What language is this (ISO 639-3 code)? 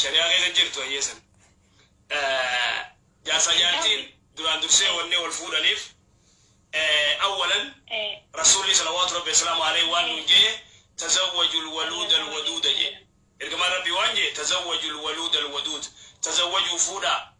orm